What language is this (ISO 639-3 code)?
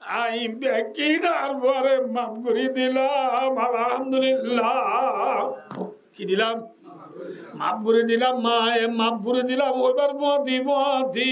rhg